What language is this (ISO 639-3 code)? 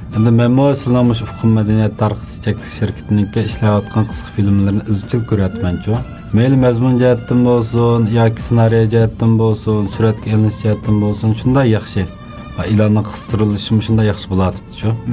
uig